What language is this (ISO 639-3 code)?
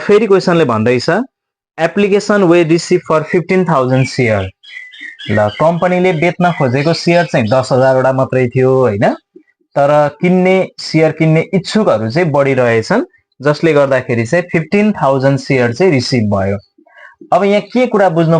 nep